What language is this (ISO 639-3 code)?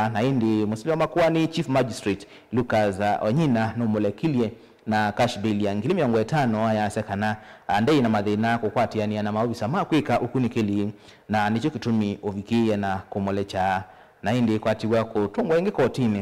kam